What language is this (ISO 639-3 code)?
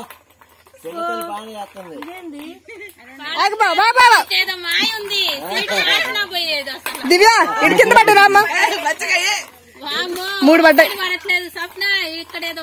tel